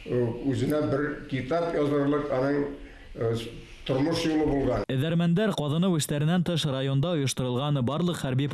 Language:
Bashkir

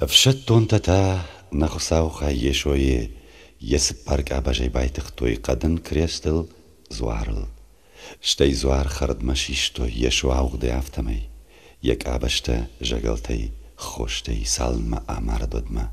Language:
Ossetic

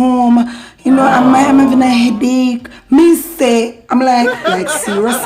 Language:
Jamaican Creole English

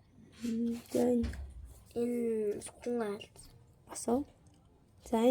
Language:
Mongolian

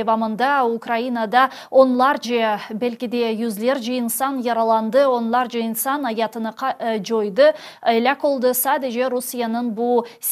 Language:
Crimean Tatar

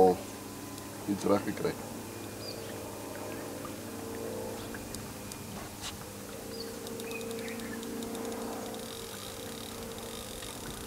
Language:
Afrikaans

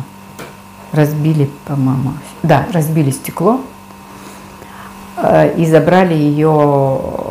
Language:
Russian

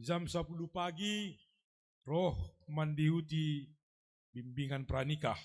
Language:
Batak Simalungun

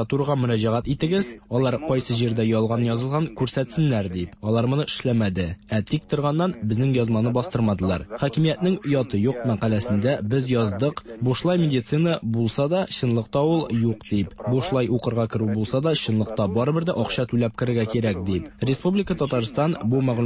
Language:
Tatar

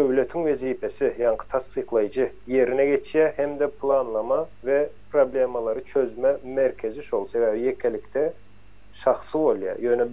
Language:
Turkmen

